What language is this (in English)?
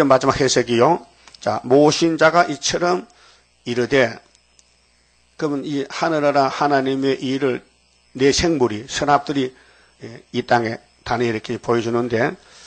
Korean